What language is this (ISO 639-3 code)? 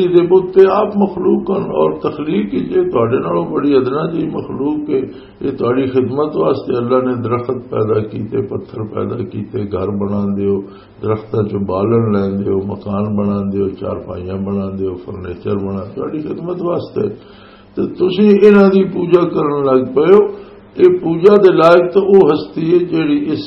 lah